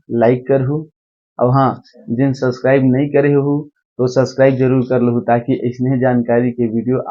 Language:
Chhattisgarhi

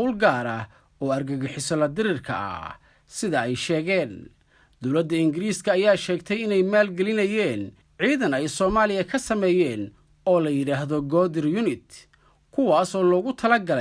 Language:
Somali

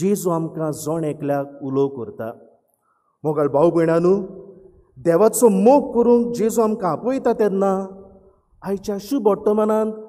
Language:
Konkani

